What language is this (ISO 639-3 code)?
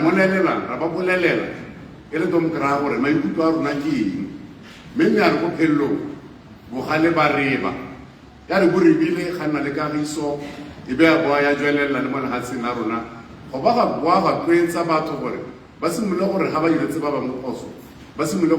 tsn